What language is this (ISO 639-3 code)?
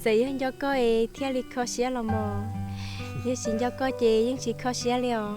hmn